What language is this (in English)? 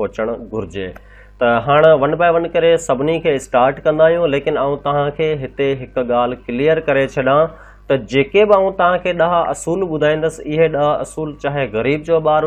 Sindhi